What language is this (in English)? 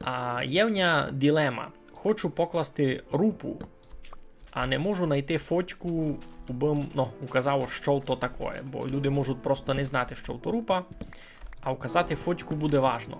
Rusyn